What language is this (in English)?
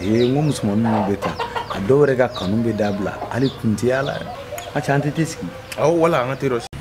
Bambara